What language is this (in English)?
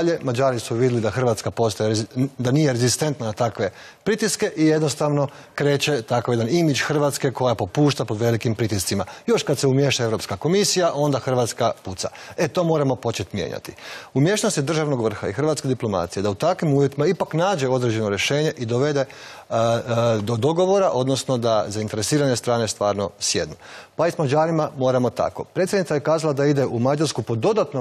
Croatian